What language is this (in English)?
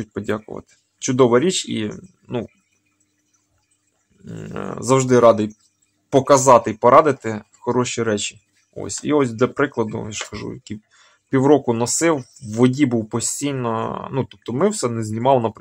Ukrainian